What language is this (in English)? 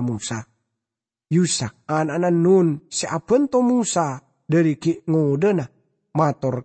Madurese